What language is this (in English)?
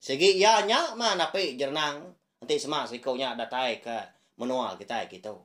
Iban